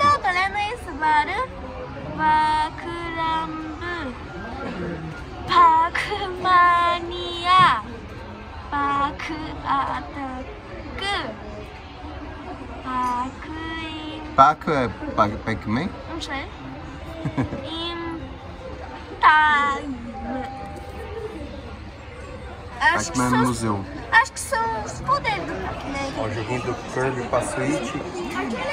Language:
Portuguese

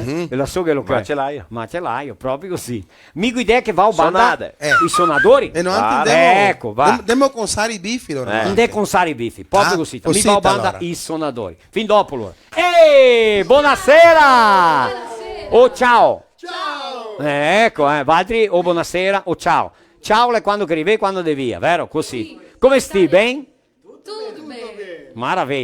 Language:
Venetian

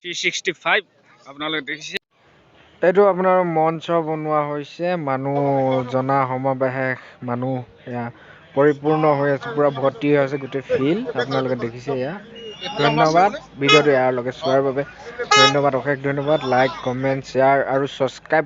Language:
Assamese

